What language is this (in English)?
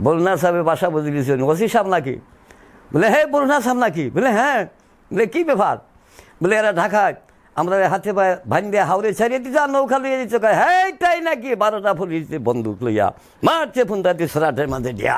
Sylheti